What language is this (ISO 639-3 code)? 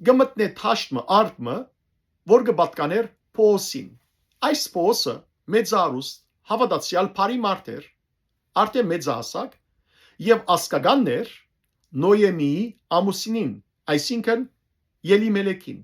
hyw